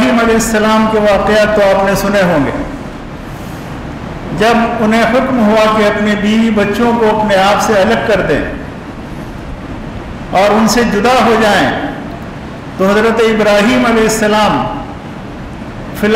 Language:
Urdu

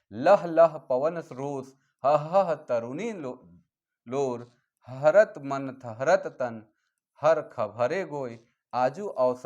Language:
Sadri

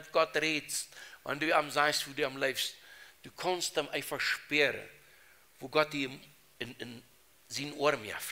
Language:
Plautdietsch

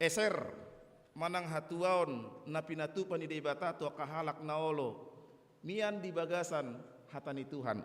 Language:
Batak Toba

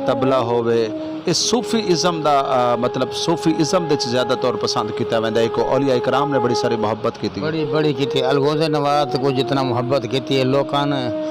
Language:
Saraiki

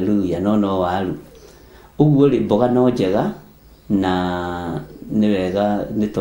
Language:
Kikuyu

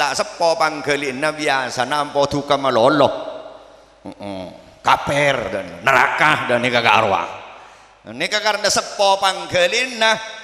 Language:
Madurese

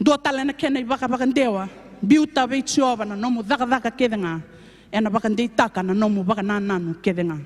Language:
Fijian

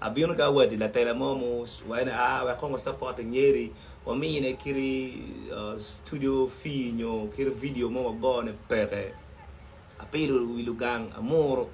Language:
Acoli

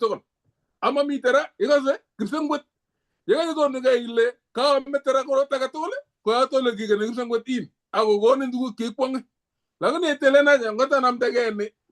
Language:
Kalenjin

